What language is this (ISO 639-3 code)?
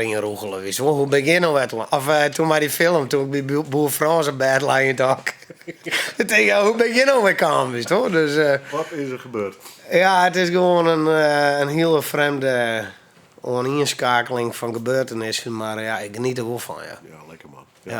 fry